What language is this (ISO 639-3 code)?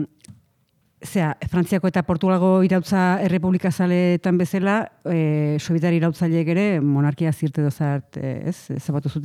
eus